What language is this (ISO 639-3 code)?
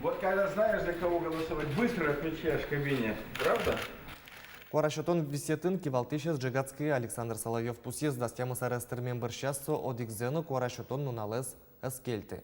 udm